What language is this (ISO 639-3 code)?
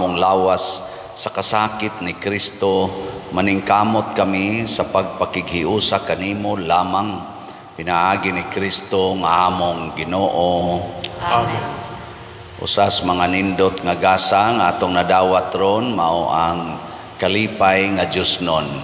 ceb